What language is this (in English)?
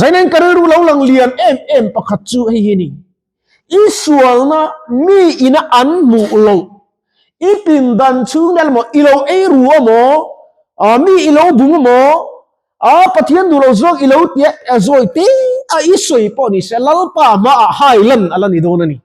Mizo